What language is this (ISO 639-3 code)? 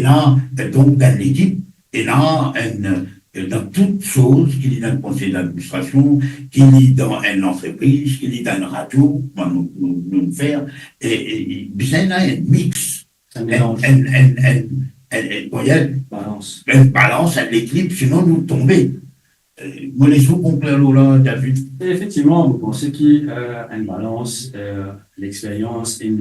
mfe